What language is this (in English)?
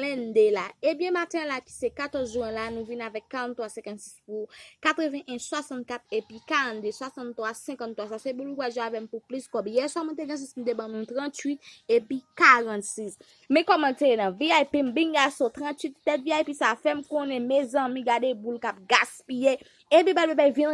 Haitian Creole